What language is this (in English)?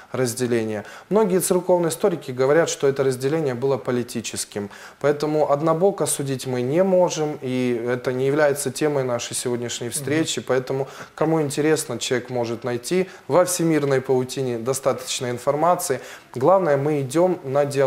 Russian